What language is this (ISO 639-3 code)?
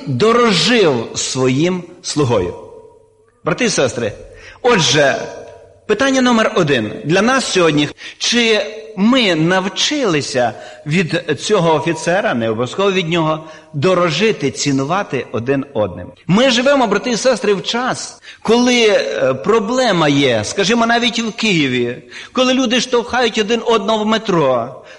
ukr